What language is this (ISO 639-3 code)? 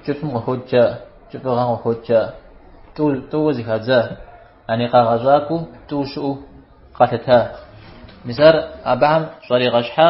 kbd